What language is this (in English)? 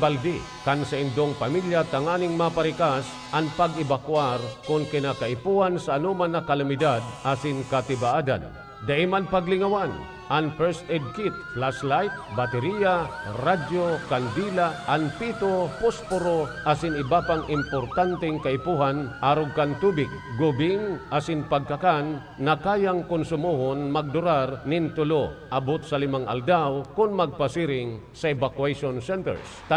Bikol